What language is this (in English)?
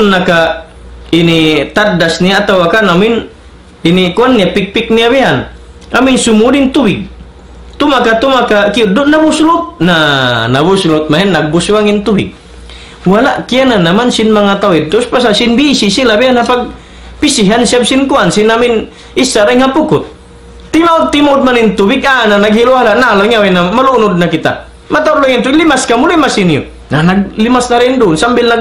Tausug